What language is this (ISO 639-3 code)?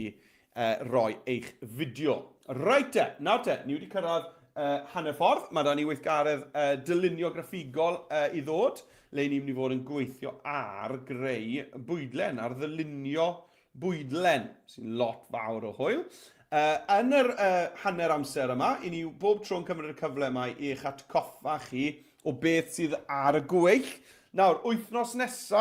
cym